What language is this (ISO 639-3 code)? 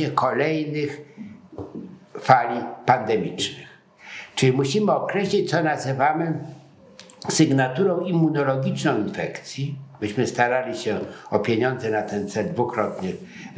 pol